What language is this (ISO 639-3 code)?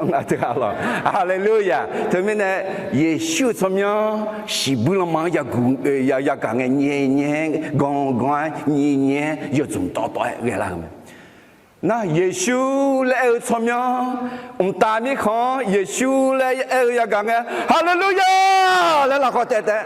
ahk